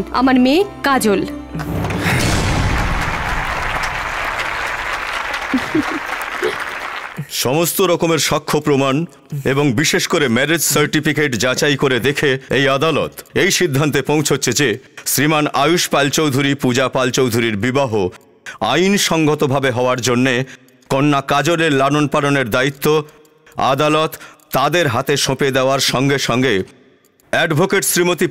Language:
Bangla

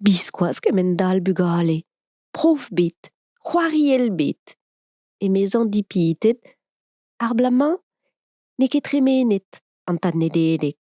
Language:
Breton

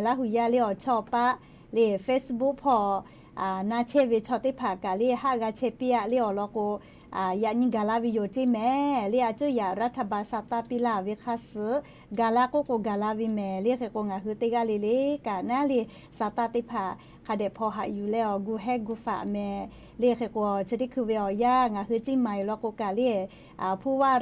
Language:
Lahu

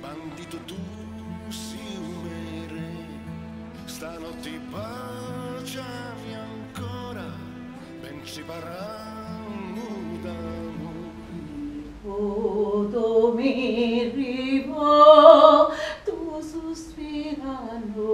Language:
Sicilian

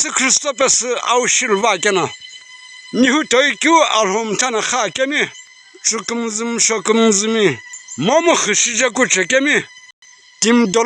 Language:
Sumi Naga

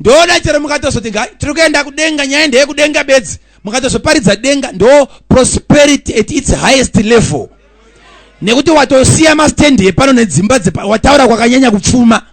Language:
Shona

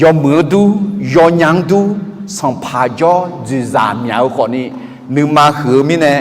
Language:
Akha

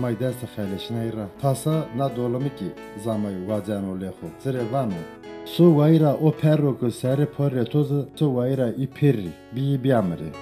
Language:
Zaza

